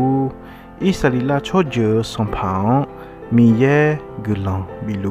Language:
Akha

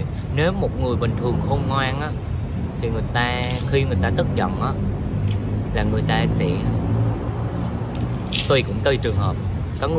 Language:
Vietnamese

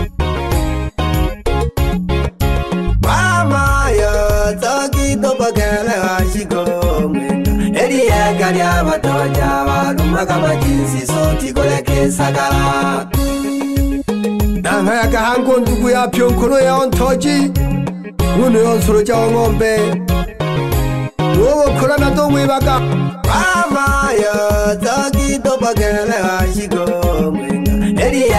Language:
Swahili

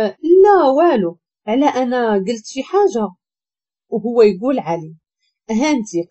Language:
Moroccan Arabic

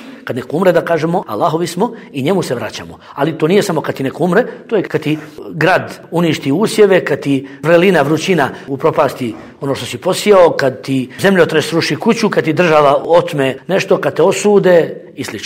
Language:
Bosnian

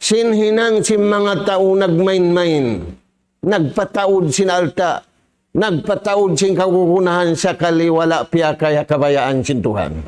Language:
Tausug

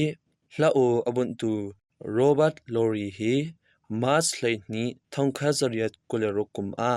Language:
Hakha Chin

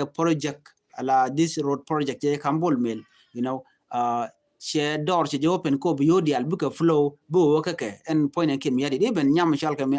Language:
Nuer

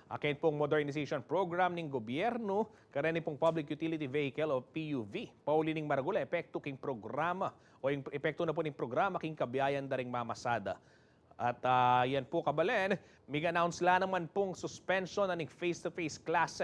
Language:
Pampanga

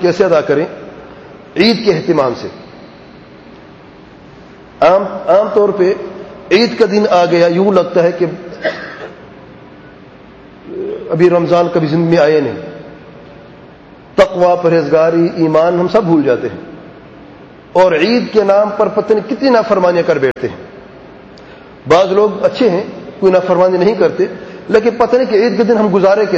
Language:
Urdu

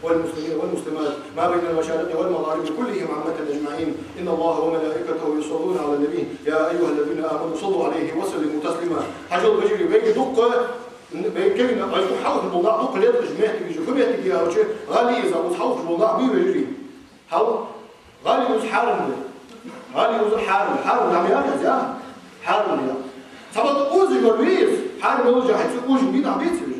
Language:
Ingush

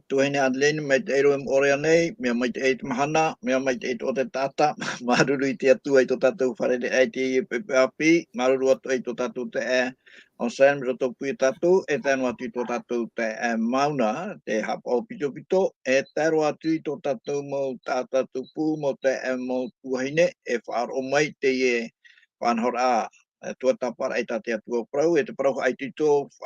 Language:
Tahitian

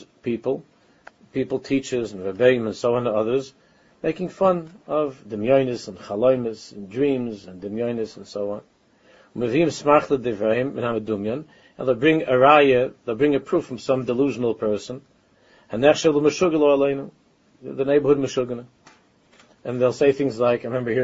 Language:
English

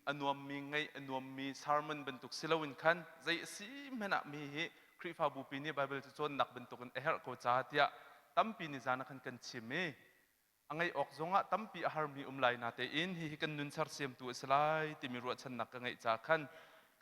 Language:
Hakha Chin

